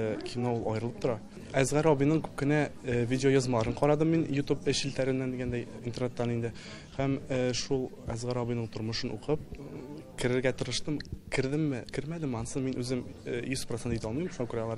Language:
Tatar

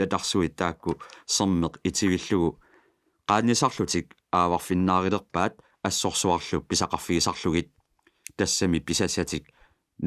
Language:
Kalaallisut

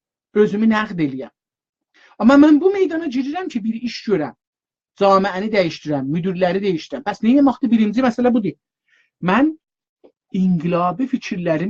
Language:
South Azerbaijani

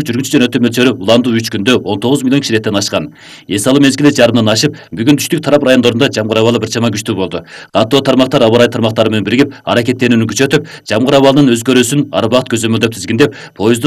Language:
Kyrgyz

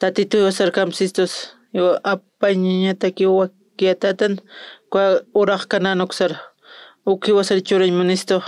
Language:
Aymara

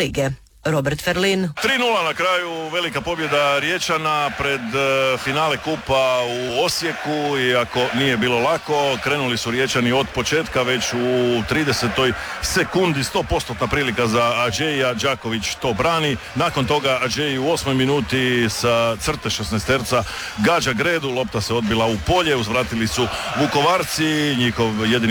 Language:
Croatian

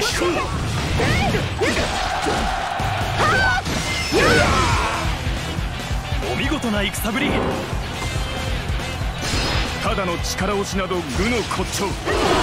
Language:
Japanese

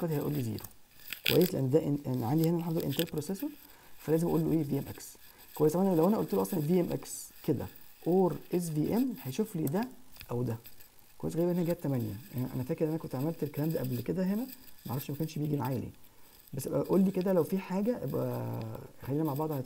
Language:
Egyptian Arabic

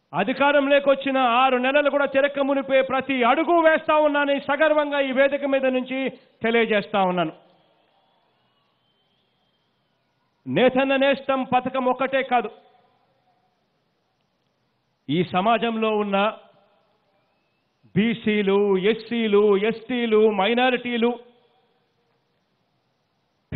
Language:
Telugu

